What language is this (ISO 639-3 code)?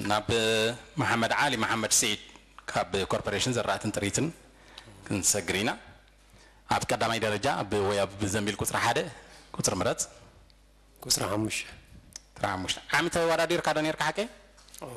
tir